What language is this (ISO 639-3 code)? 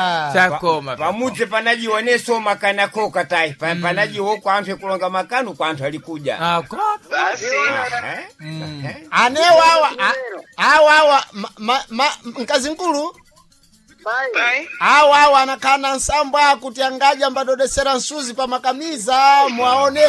seh